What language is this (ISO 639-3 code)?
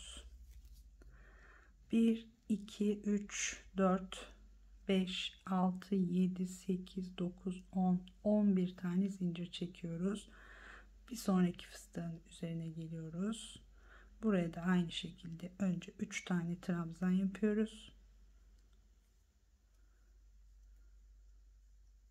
tur